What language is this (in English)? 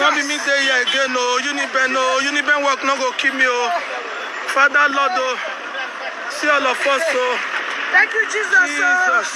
Nigerian Pidgin